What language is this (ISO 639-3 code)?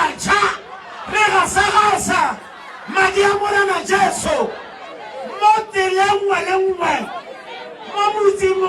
tsn